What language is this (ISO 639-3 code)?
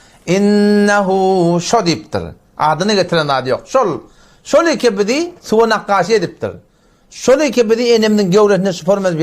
tuk